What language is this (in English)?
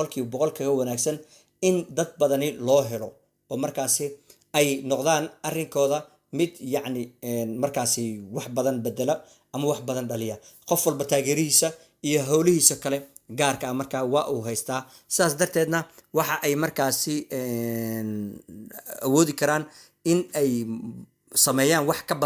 Somali